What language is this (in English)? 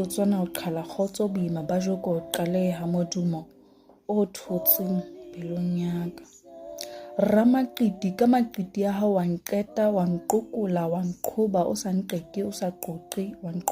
Southern Sotho